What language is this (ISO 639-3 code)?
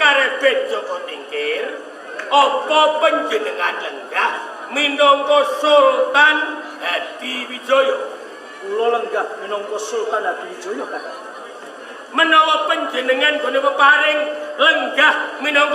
jav